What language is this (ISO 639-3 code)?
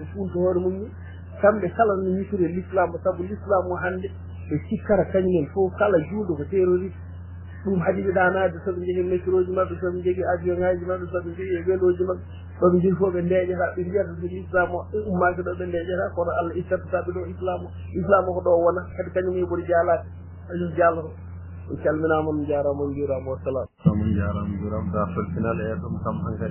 ful